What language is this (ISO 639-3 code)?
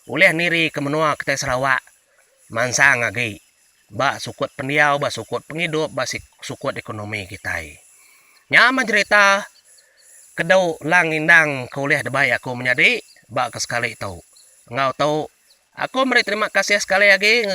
iba